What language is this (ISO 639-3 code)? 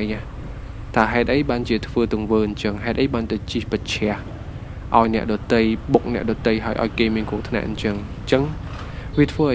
khm